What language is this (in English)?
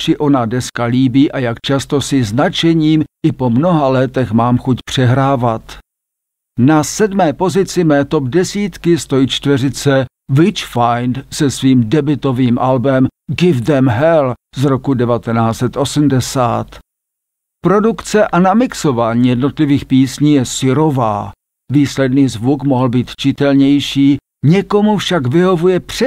Czech